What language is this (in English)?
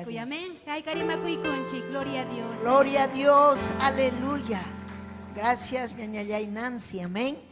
Ayacucho Quechua